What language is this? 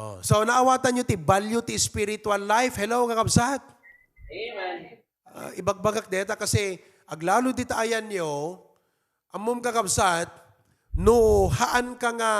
Iloko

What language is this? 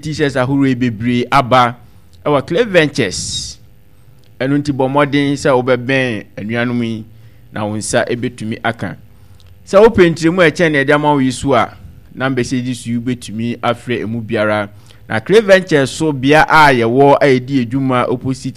Akan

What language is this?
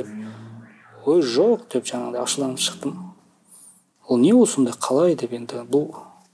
Kazakh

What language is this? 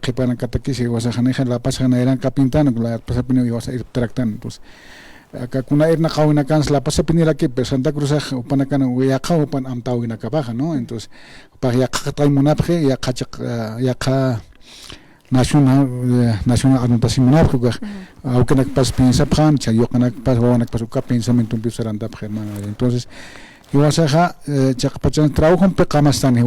Aymara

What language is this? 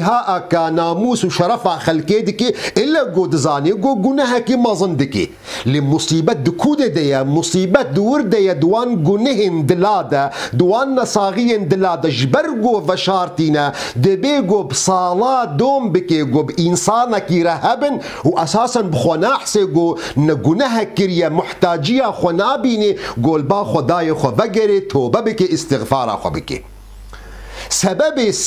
Kurdish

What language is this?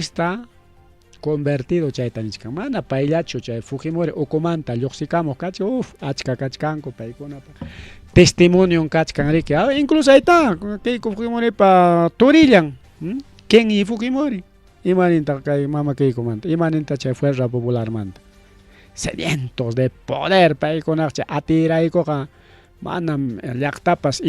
Ayacucho Quechua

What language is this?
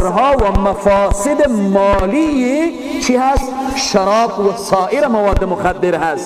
Persian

